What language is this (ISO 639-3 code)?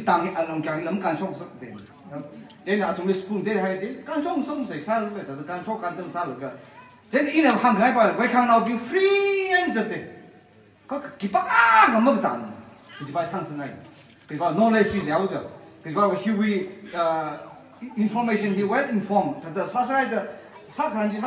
nmf